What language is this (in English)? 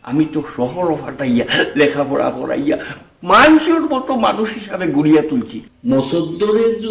Sylheti